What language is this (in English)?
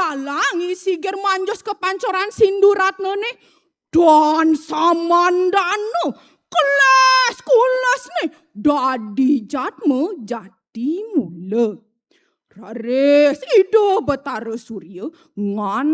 Balinese